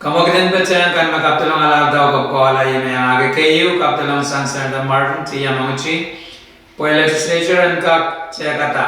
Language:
Pohnpeian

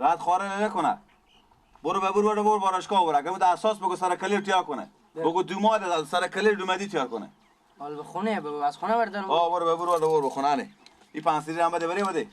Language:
Persian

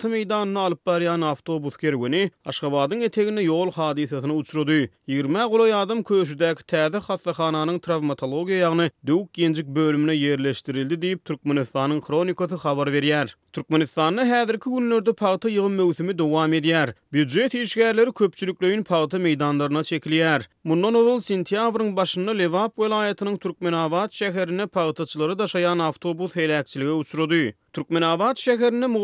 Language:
Turkmen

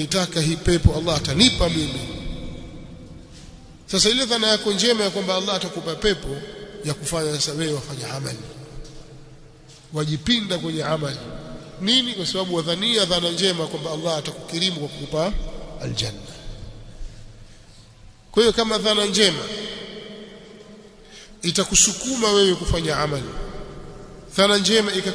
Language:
Swahili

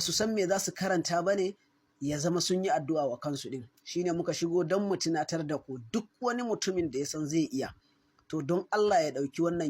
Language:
Hausa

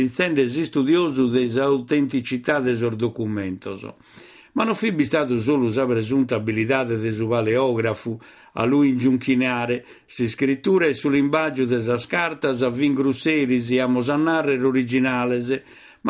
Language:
Sardinian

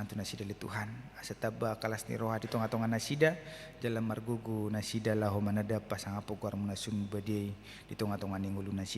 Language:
Batak Toba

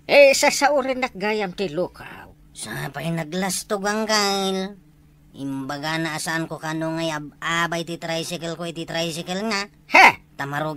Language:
Iloko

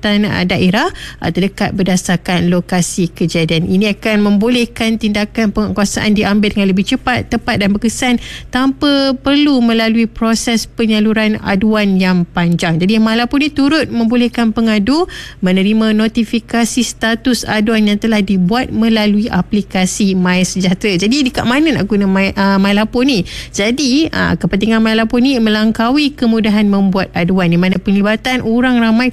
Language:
Malay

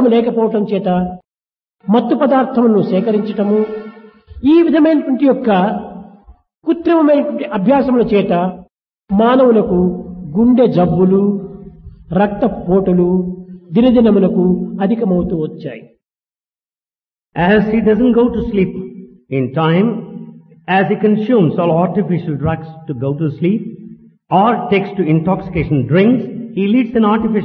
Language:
Telugu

